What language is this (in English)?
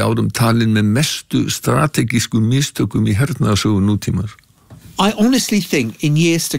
Icelandic